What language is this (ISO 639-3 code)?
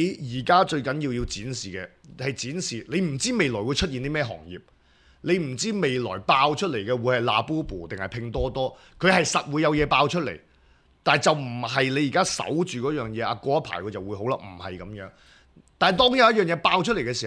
yue